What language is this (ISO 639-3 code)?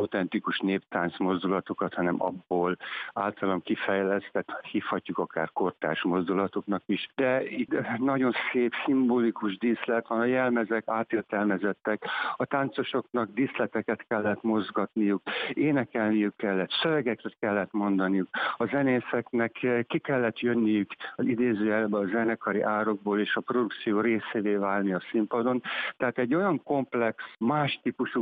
hun